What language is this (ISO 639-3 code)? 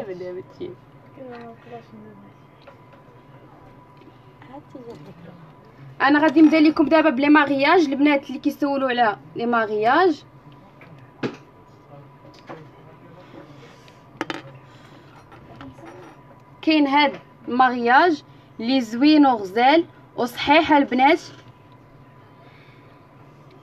ary